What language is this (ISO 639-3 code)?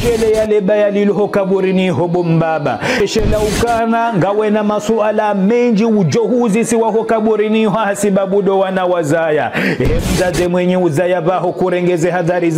zdj